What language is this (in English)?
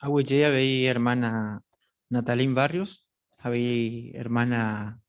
Guarani